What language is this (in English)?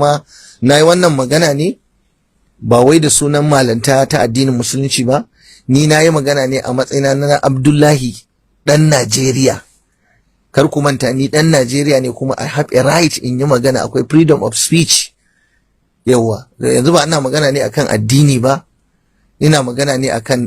Hausa